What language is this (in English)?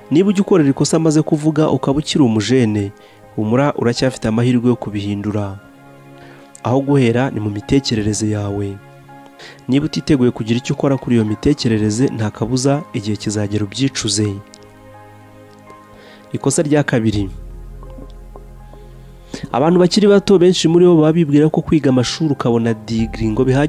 Kinyarwanda